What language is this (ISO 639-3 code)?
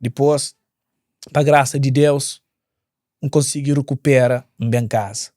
kea